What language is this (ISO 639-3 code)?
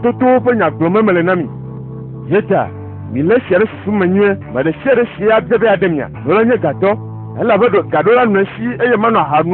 ewe